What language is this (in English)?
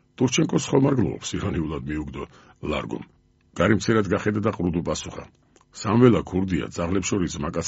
Georgian